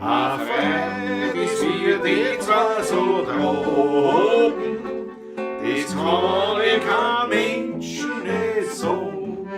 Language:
Bavarian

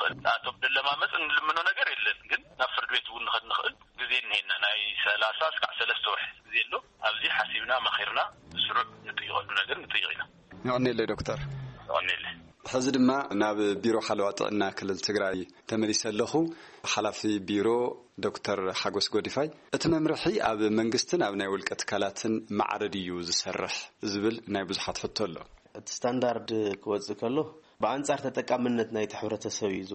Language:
Tigrinya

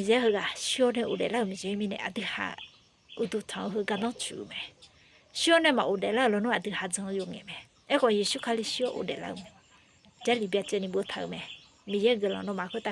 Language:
Akha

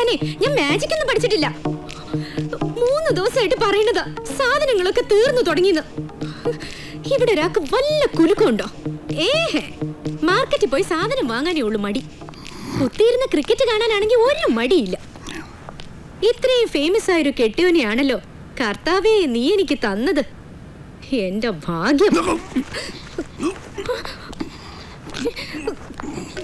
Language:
Malayalam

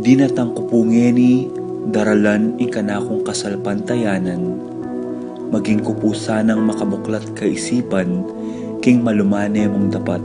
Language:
Pampanga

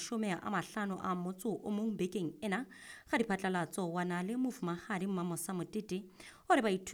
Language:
Southern Sotho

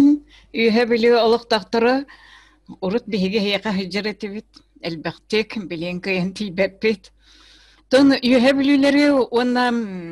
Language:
Yakut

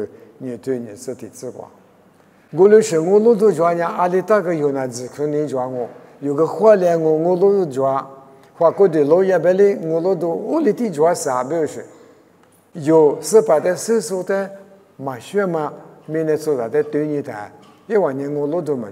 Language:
Lisu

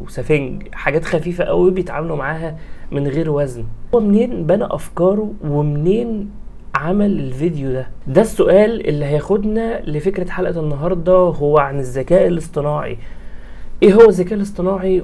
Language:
Egyptian Arabic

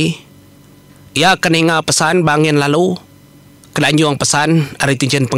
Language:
Iban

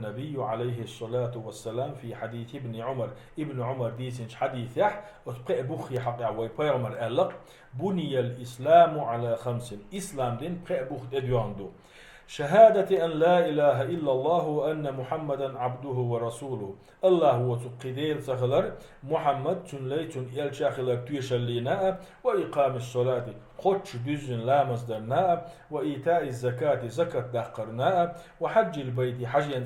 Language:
Chechen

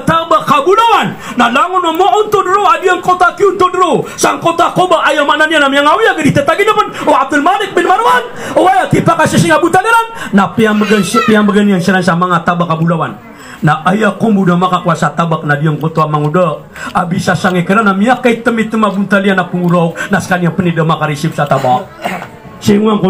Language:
Maranao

